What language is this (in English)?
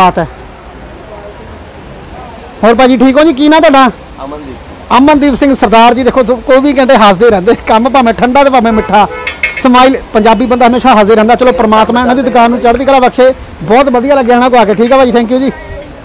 Punjabi